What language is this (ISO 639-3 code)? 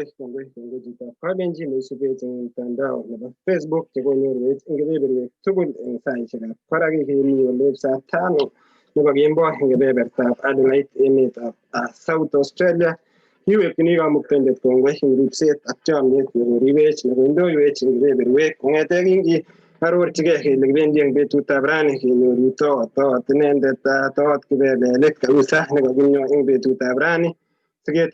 kln